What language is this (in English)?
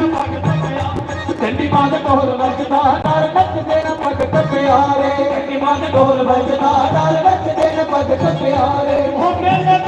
Dogri